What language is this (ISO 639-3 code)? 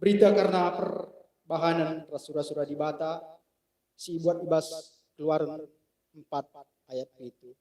btx